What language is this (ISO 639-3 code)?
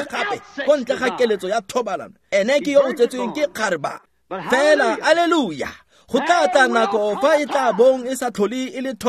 tsn